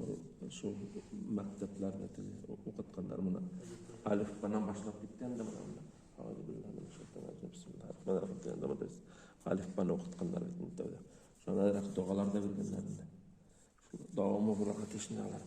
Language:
Bashkir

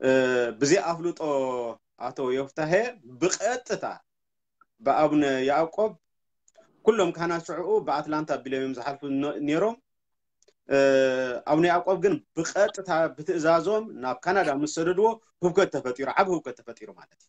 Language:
Tigrinya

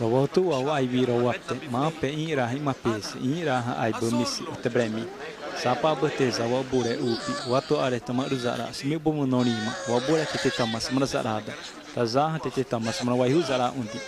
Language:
Xavánte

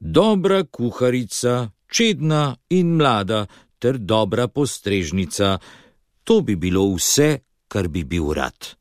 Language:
Slovenian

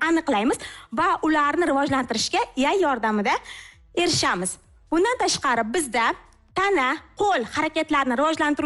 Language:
Uzbek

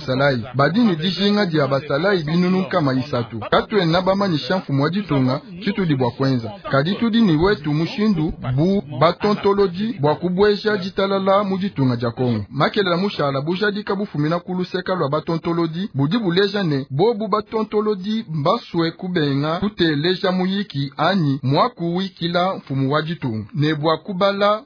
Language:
Luba-Lulua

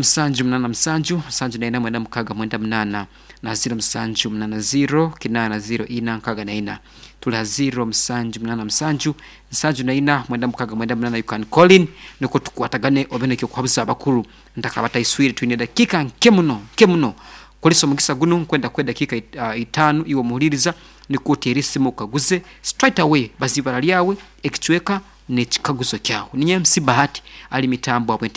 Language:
Nyankole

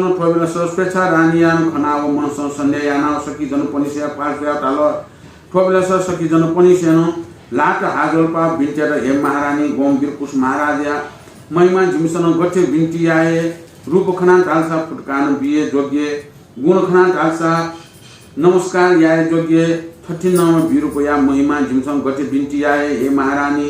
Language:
Newari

